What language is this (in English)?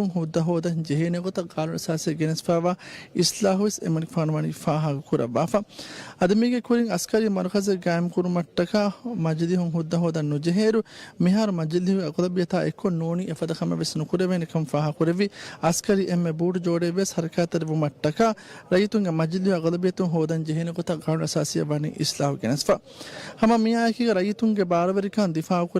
Divehi